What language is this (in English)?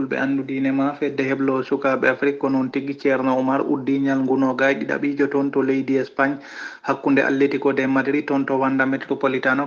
Fula